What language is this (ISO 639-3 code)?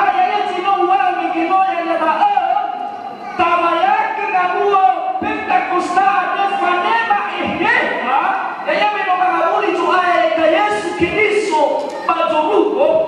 nia